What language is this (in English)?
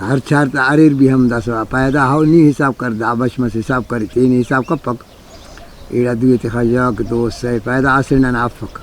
Brahui